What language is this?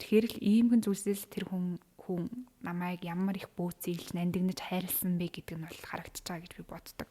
Mongolian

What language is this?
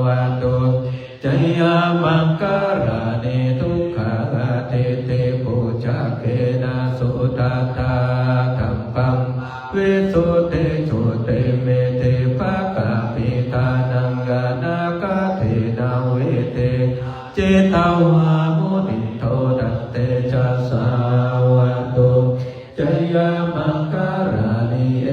Pali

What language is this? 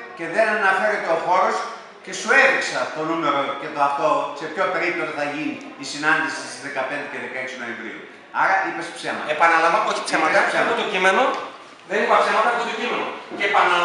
Greek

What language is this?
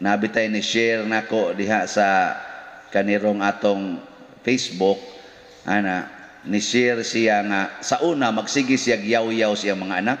Cebuano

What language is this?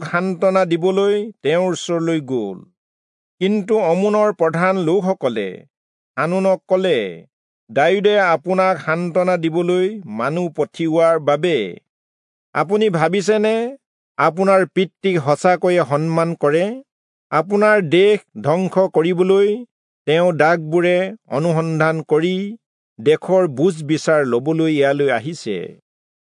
Assamese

